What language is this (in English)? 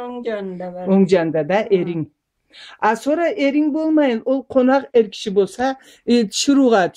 Karachay-Balkar